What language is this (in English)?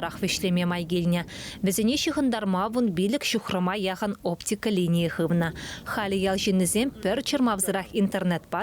Chuvash